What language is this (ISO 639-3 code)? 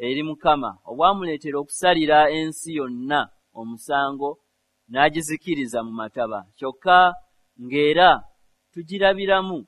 lug